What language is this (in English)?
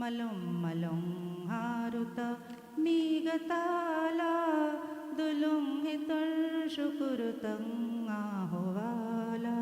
Divehi